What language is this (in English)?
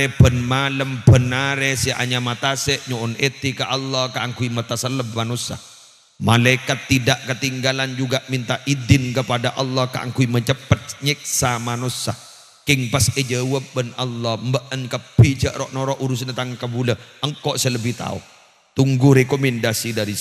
Madurese